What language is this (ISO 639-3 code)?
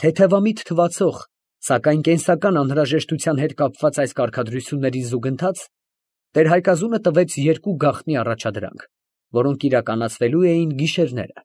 hye